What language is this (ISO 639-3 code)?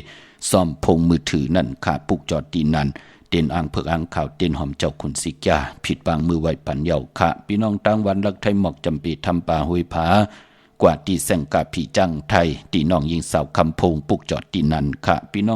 shn